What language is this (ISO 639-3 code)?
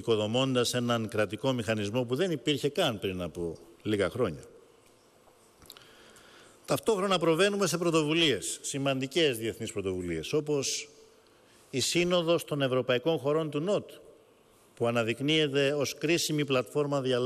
ell